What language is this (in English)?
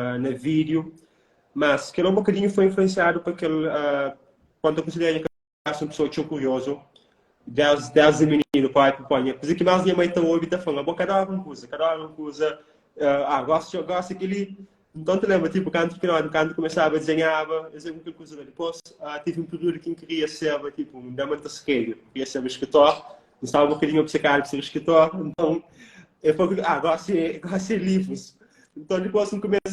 Kabuverdianu